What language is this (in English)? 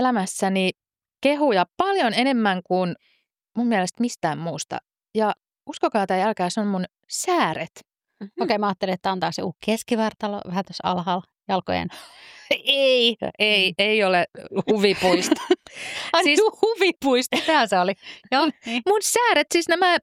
Finnish